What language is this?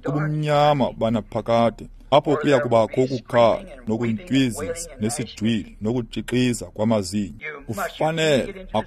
Xhosa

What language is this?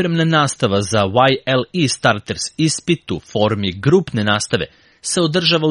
Serbian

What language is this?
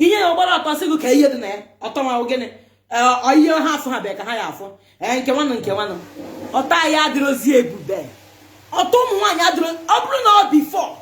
Igbo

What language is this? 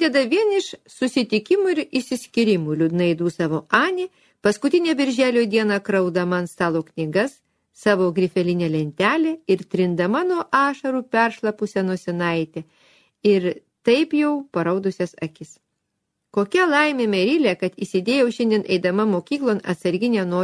Lithuanian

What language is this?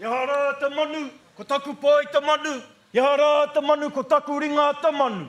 Māori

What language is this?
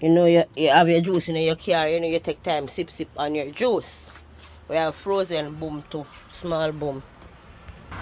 Jamaican Creole English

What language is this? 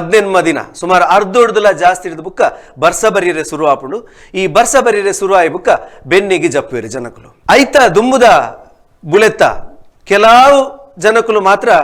Tulu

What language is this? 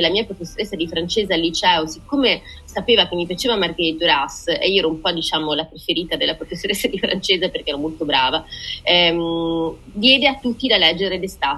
Italian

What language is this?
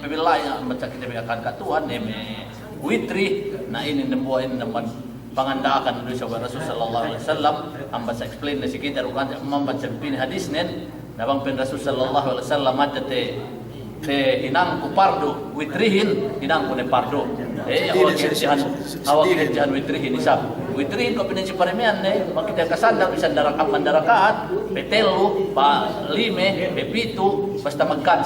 Yakan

